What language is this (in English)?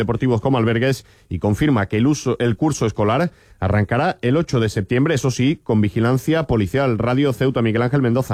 Spanish